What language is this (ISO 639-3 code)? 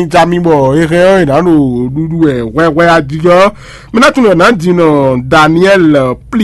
fon